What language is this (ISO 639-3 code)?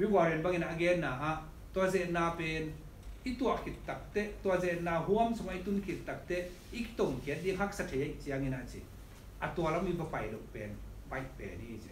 ctd